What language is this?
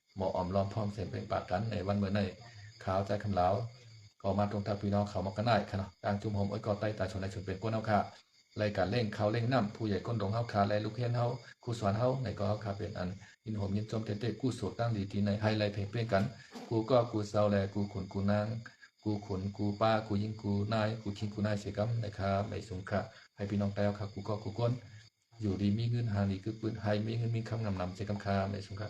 Shan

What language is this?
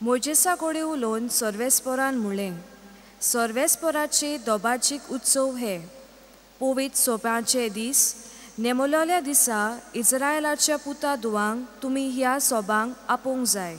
Konkani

